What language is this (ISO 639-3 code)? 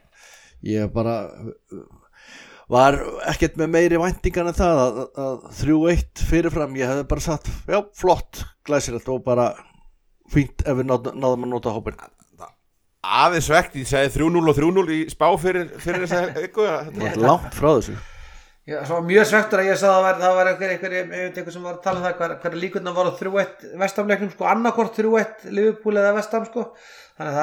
isl